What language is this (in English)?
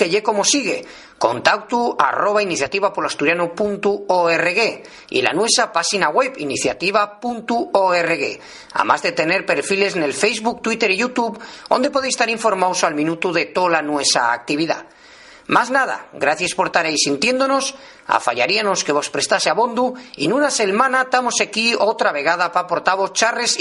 Asturian